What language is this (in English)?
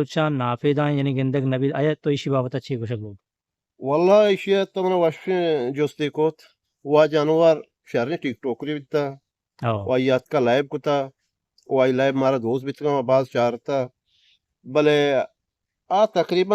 Eastern Balochi